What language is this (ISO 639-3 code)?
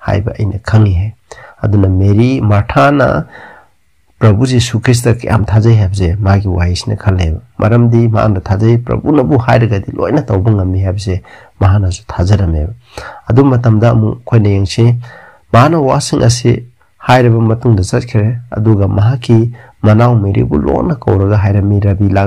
mni